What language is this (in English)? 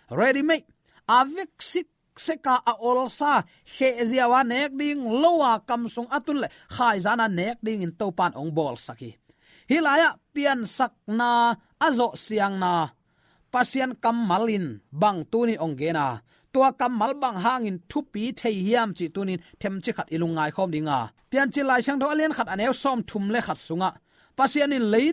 Tedim Chin